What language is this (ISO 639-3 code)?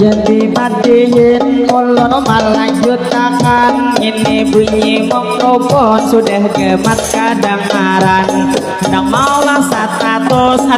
bjn